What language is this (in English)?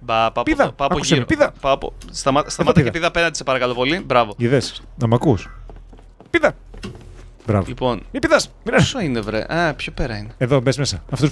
Greek